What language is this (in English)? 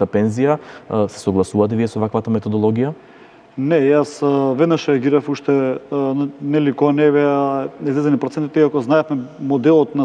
Macedonian